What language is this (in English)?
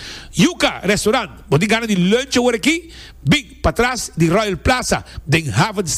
Papiamento